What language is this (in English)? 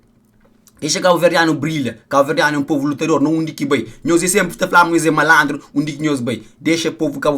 Kabuverdianu